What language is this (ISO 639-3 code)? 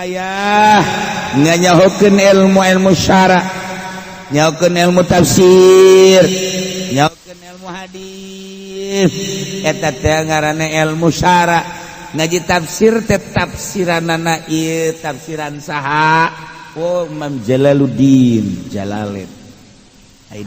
sun